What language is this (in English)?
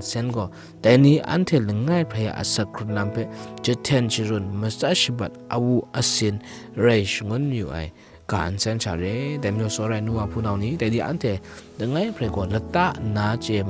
Kachin